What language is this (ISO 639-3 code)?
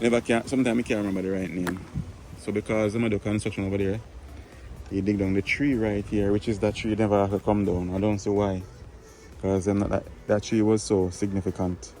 jam